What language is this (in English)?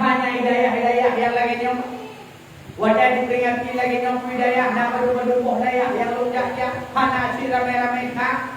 Achinese